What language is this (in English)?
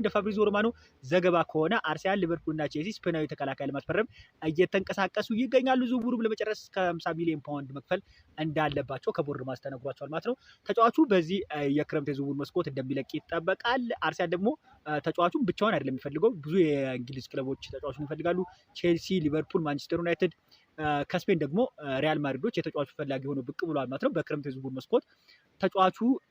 Amharic